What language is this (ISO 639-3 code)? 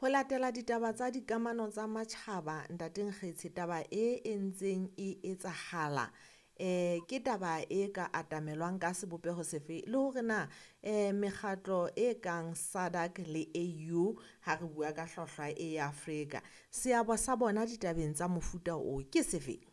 sot